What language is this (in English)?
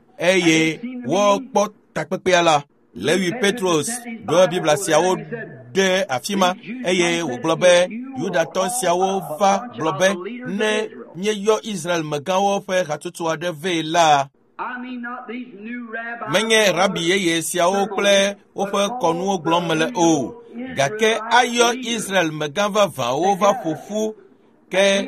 Ewe